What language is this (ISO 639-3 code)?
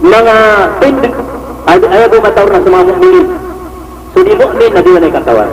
mrw